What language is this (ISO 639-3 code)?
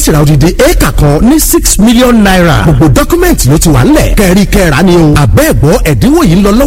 yor